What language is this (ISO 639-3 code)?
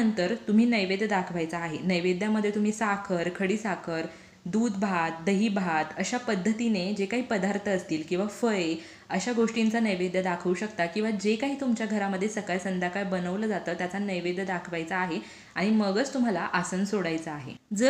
mar